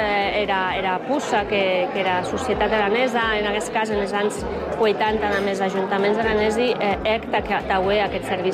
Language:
Catalan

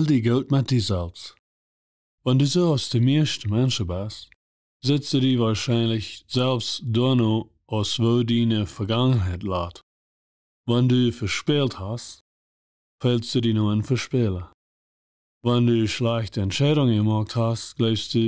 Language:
Plautdietsch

